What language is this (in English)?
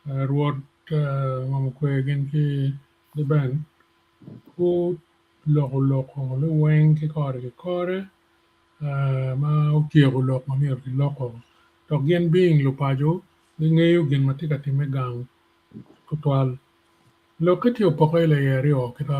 Acoli